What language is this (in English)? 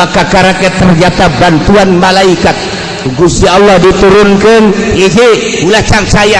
Sundanese